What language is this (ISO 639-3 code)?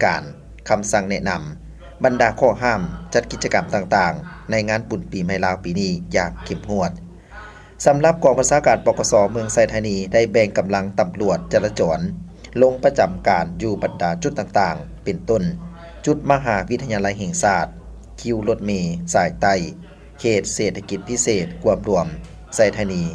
lao